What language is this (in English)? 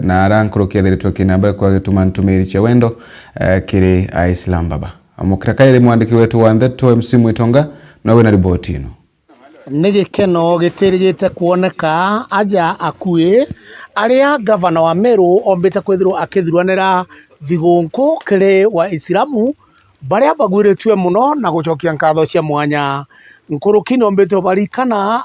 Meru